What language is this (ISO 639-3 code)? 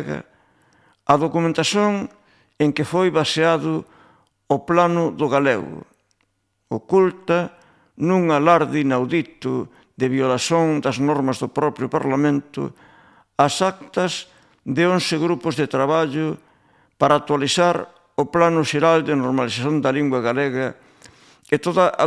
glg